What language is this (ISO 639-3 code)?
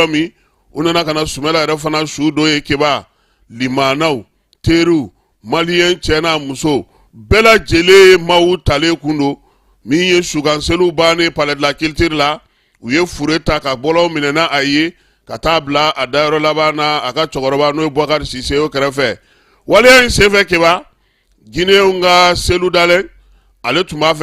bam